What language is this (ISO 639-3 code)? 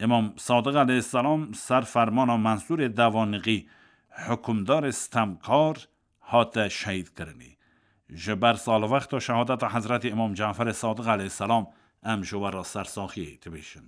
kur